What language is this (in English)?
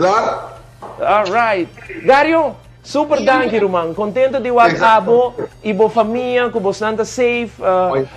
Papiamento